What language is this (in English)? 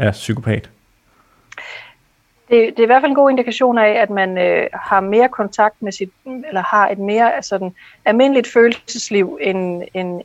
Danish